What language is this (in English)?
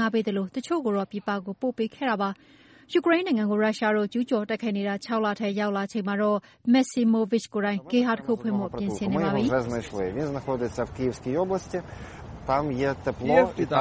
Burmese